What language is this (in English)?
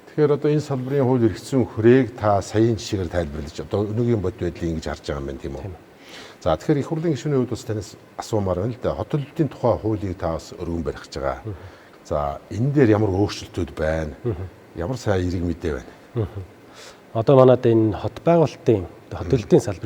Mongolian